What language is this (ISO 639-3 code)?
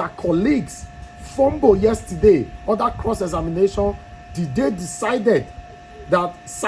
pcm